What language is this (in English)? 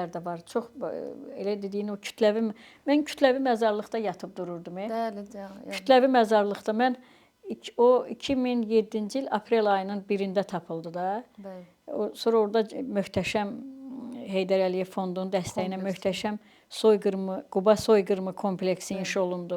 Azerbaijani